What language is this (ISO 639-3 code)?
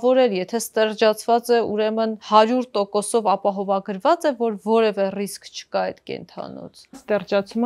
hye